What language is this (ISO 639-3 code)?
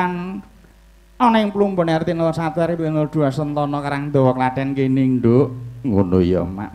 jav